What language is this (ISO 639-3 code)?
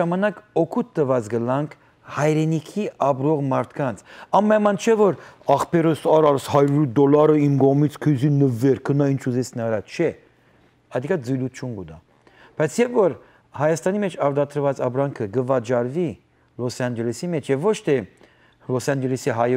hyw